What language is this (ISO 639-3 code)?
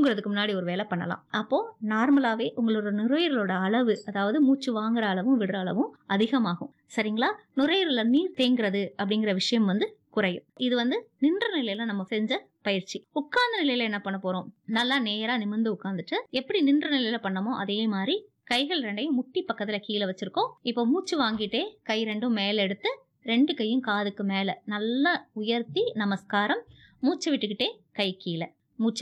tam